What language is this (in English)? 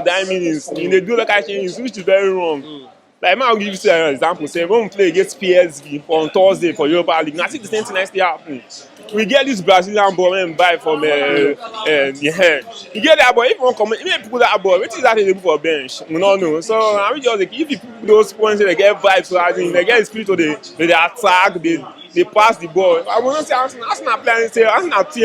Nigerian Pidgin